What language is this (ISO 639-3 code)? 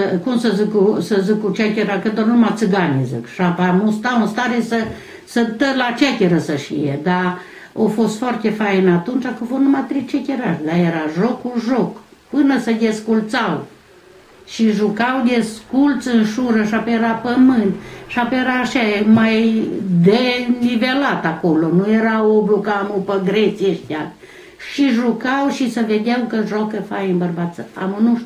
ron